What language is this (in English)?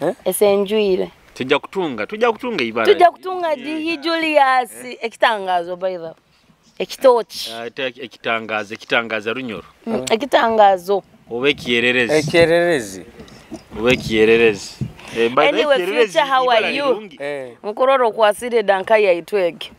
Nyoro